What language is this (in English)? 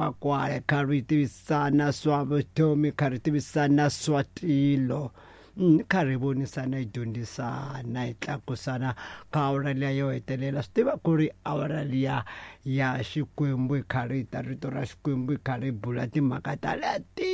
Tsonga